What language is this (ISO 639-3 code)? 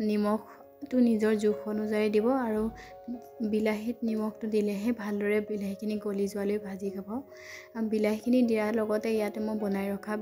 asm